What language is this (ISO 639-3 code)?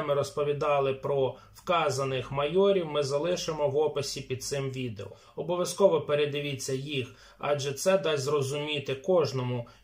ukr